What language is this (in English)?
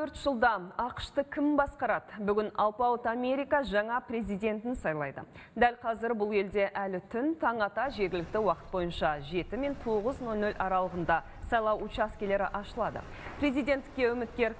Kazakh